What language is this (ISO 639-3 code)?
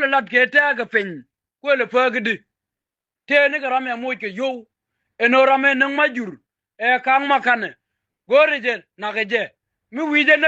nus